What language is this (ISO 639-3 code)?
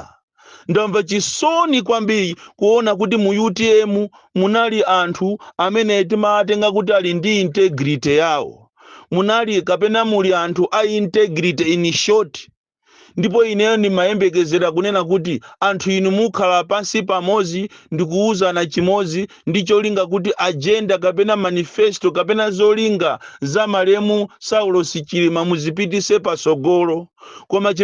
nya